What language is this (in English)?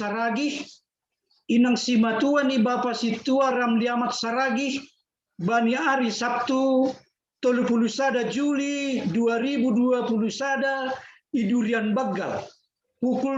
Batak Simalungun